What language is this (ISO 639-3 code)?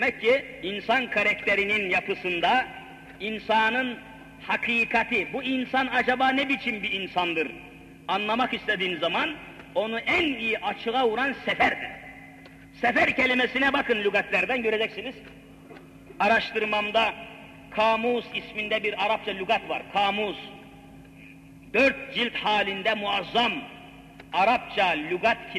tur